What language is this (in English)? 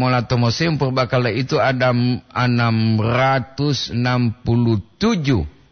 Gorontalo